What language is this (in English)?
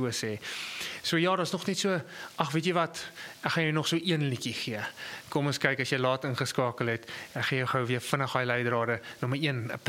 Afrikaans